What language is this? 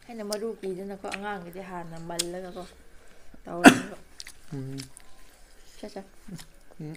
Manipuri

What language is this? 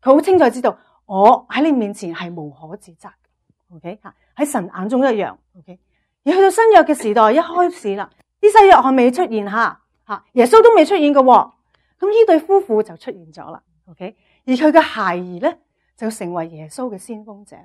Cantonese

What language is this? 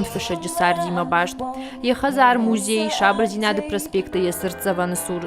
Ossetic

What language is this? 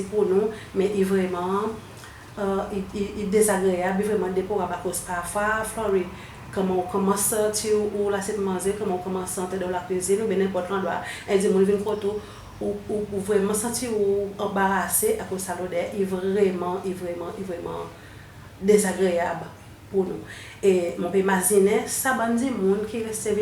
Seselwa Creole French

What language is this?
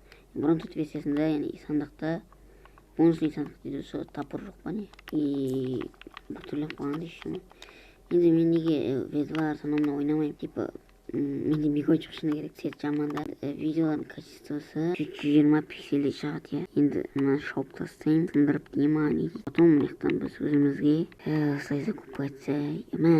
Kazakh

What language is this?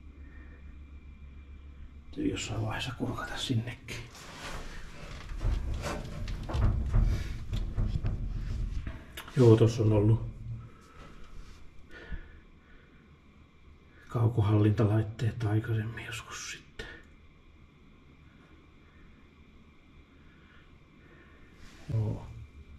Finnish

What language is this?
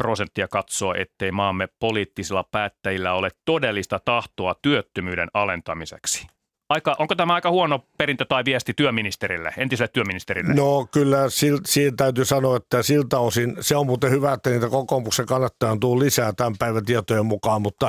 Finnish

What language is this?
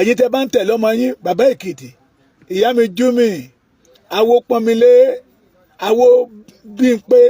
Yoruba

